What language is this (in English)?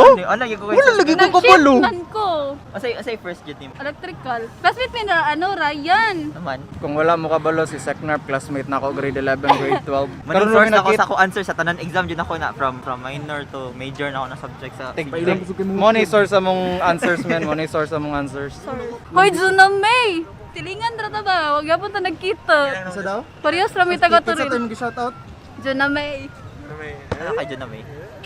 Cebuano